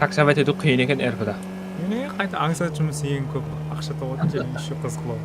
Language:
Kara-Kalpak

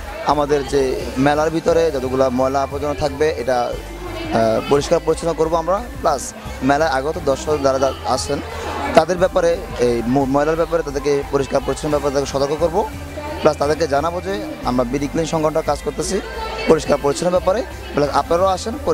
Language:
Bangla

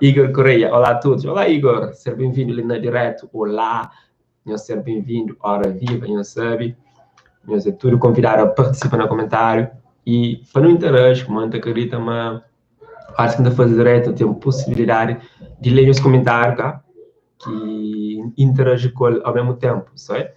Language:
Kabuverdianu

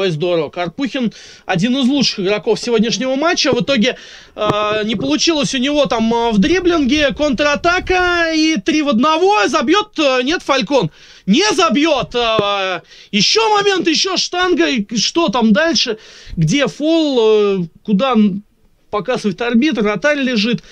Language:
Russian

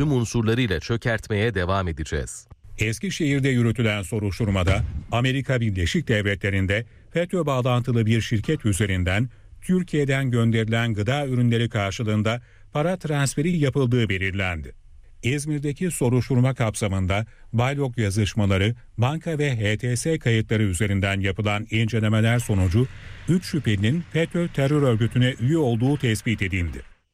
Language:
Turkish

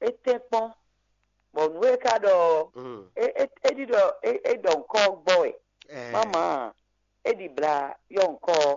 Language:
Fon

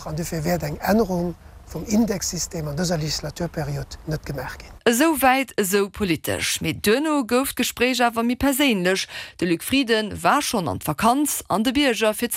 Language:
Luxembourgish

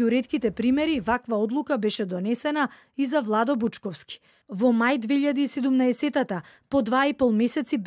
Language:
Macedonian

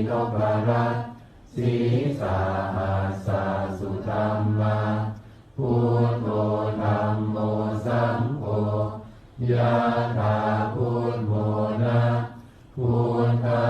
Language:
Pali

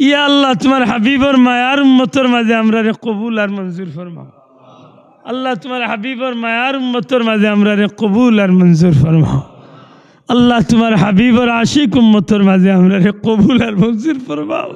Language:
Sylheti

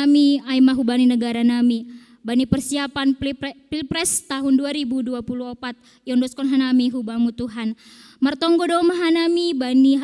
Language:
Batak Simalungun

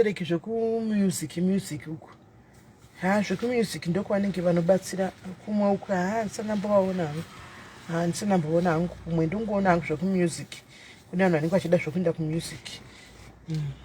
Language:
Shona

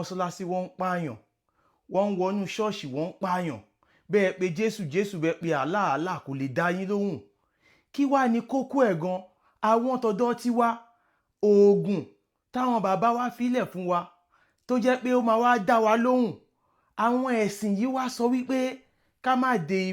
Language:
Yoruba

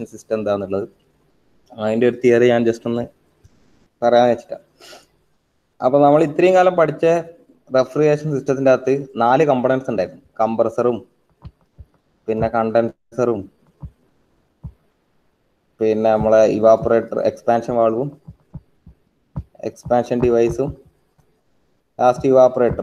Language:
Malayalam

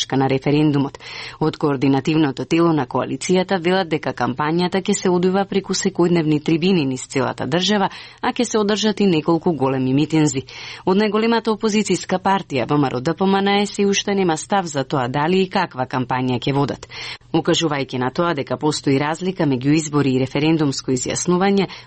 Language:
Macedonian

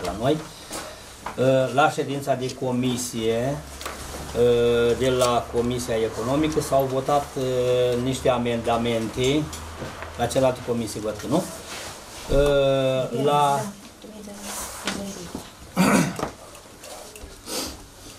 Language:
Romanian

